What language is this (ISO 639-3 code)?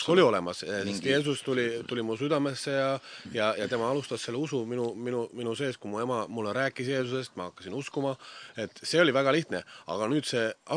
est